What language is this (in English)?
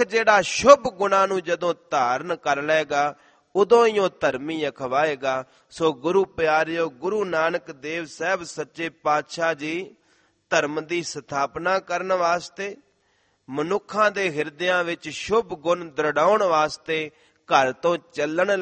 Punjabi